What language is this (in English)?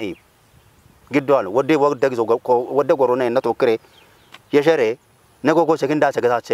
Kafa